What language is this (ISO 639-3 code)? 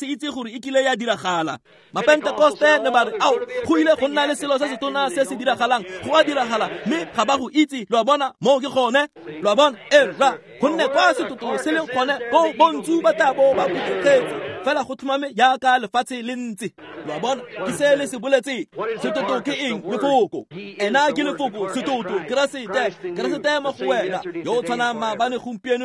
tsn